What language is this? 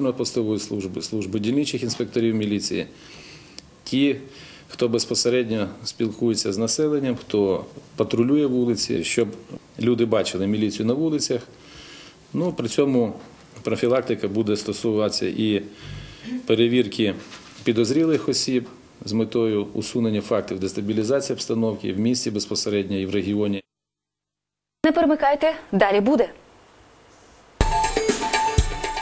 Ukrainian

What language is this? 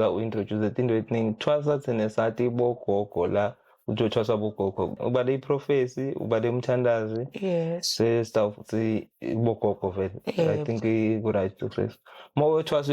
Zulu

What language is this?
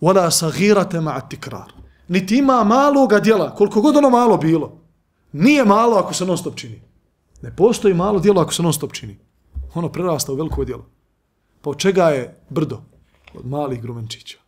Bosnian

